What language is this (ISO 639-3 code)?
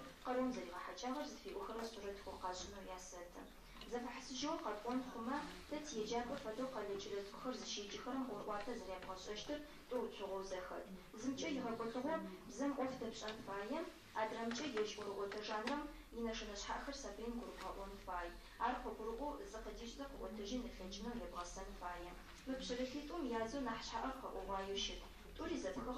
ady